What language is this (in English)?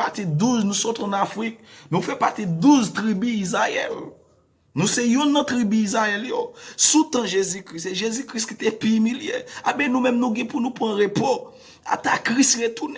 Haitian Creole